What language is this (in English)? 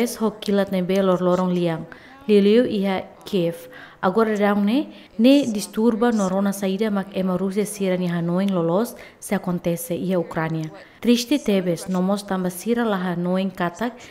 Tetum